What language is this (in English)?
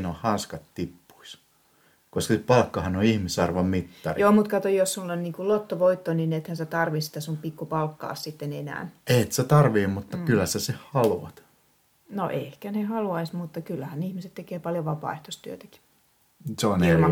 Finnish